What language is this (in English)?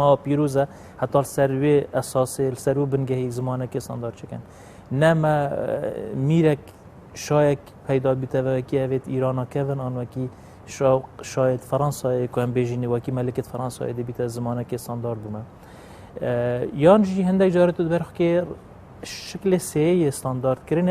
Kurdish